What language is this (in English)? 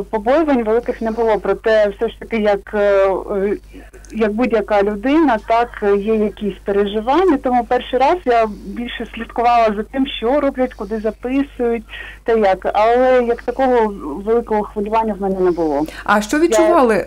Ukrainian